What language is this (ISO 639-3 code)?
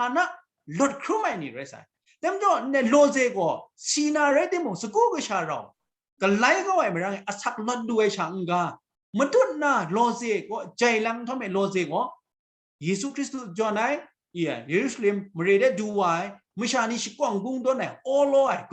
kac